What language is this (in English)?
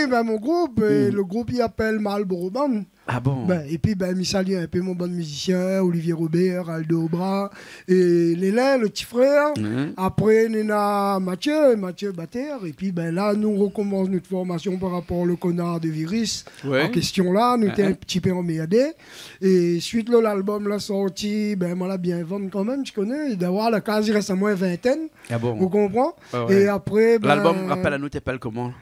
Réunion Creole French